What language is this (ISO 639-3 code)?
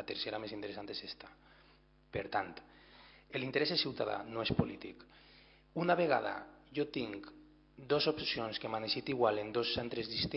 cat